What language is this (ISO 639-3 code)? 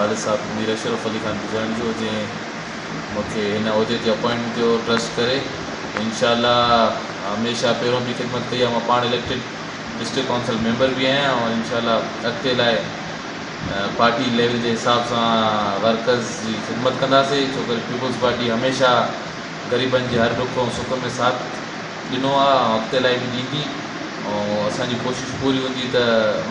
snd